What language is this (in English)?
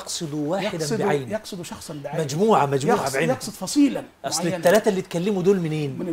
Egyptian Arabic